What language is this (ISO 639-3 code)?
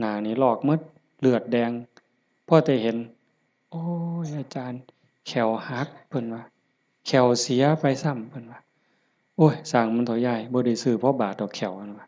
lao